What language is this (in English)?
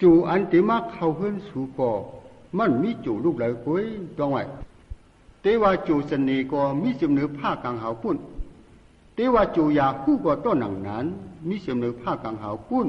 Shan